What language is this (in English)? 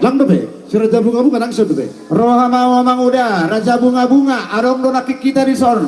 Batak Toba